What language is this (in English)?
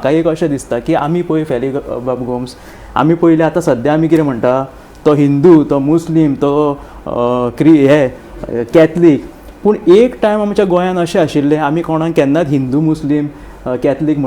Konkani